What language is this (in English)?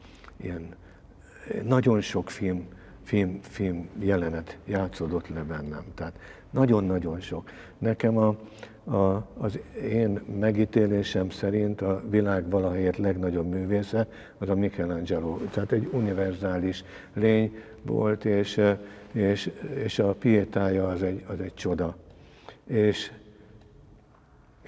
Hungarian